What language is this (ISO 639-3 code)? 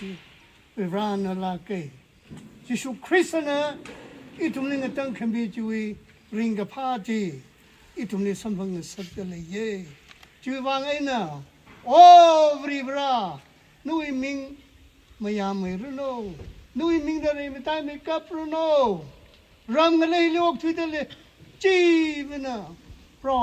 nmf